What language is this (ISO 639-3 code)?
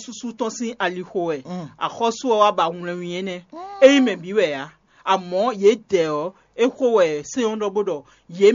fon